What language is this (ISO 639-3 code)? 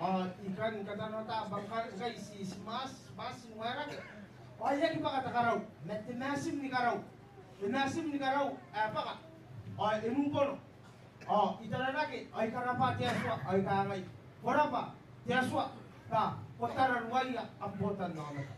gil